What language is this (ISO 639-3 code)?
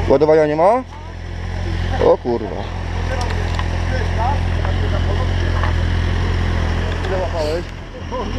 pol